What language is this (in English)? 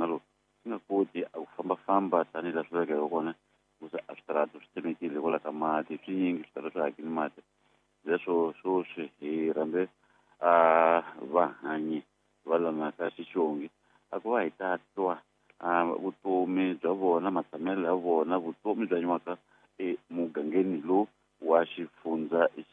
Tsonga